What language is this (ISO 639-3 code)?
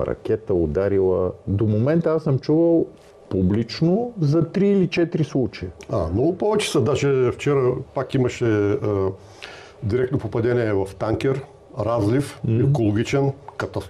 bul